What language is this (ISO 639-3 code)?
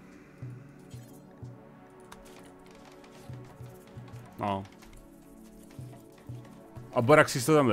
ces